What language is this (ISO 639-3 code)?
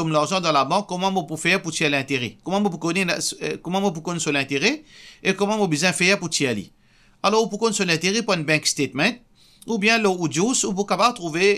mfe